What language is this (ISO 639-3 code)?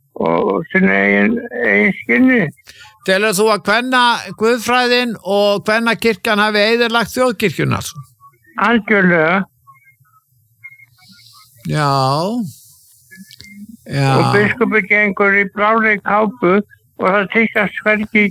isl